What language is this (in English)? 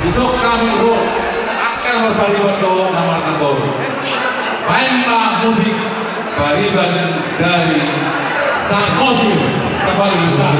Batak Toba